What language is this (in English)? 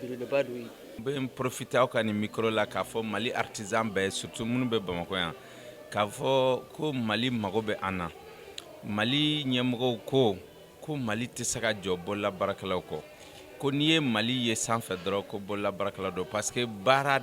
Bambara